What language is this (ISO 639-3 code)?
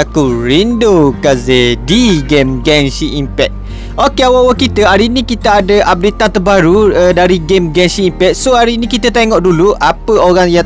msa